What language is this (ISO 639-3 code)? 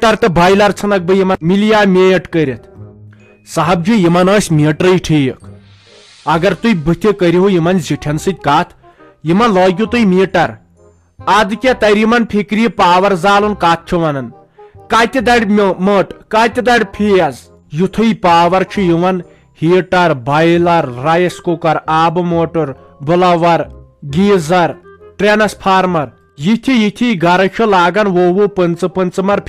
kas